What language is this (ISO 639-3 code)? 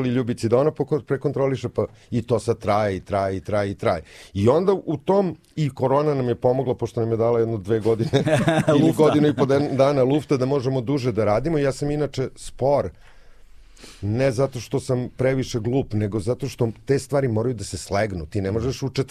srp